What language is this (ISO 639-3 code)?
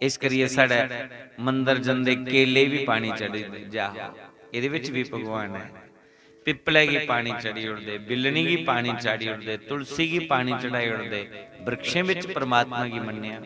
doi